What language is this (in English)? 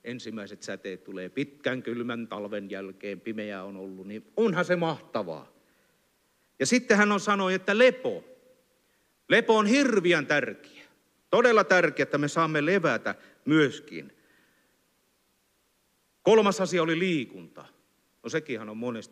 Finnish